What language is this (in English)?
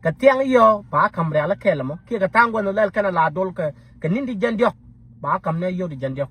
Nuer